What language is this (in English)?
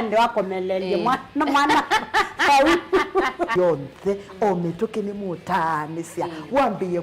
Kamba